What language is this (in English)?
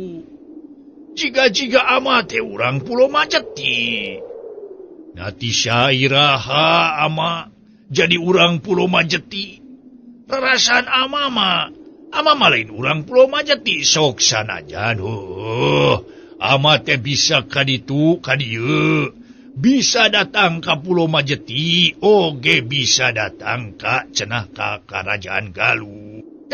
Sundanese